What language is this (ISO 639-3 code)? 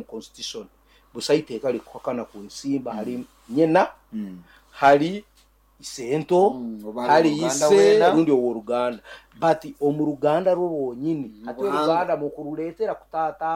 nyo